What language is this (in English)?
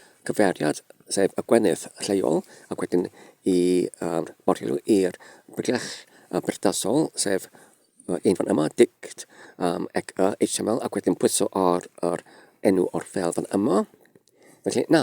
Welsh